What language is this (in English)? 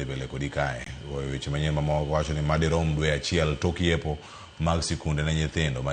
Luo (Kenya and Tanzania)